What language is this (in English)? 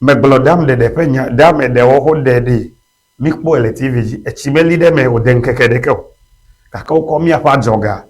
Ewe